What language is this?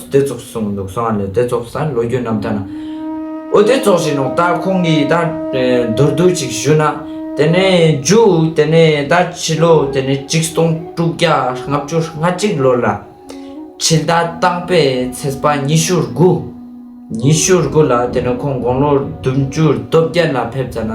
Ladakhi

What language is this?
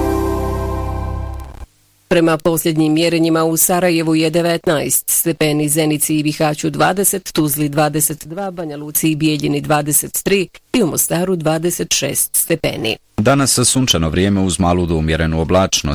Bosnian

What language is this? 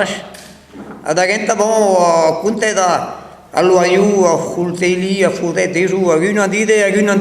Breton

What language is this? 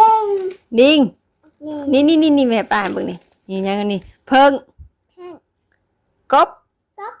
Northeastern Thai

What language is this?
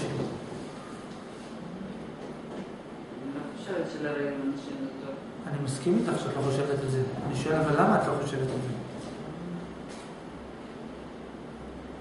Hebrew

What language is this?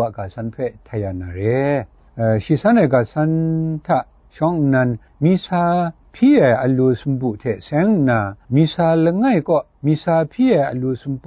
Kachin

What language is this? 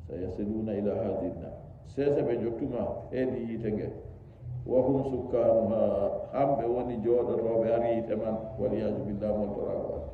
Nigerian Fulfulde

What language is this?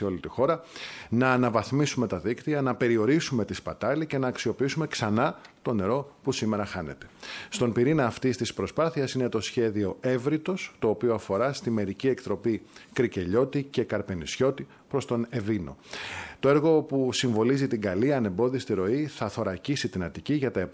Greek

